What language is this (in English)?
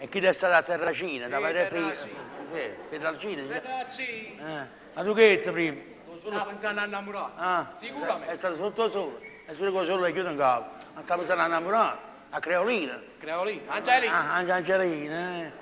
Neapolitan